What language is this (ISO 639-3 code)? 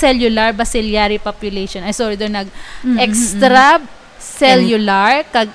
hil